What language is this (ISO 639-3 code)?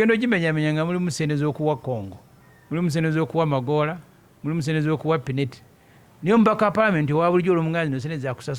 lug